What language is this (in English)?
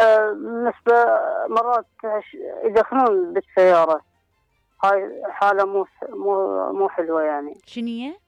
Mesopotamian Arabic